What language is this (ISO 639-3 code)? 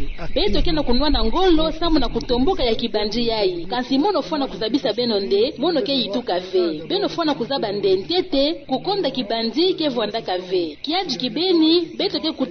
ktu